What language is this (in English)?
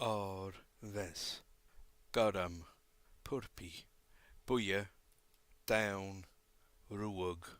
Scottish Gaelic